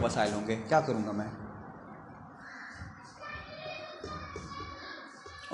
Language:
Urdu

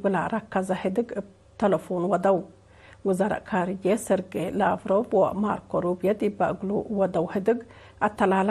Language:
Tigre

